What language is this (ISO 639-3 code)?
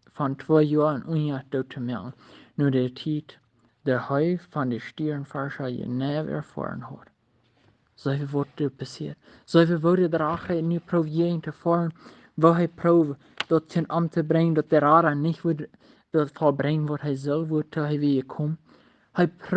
pdt